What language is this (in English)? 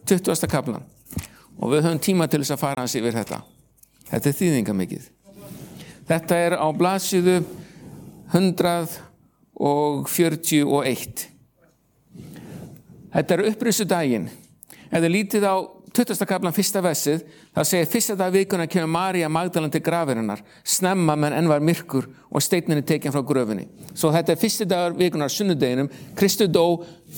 Icelandic